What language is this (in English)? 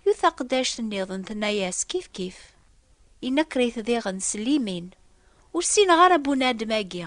Kabyle